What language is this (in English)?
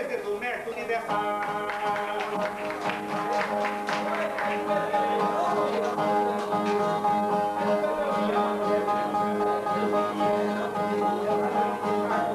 Portuguese